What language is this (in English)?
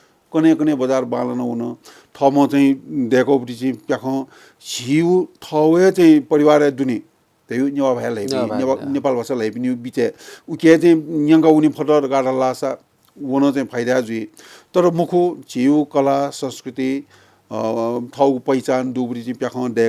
Newari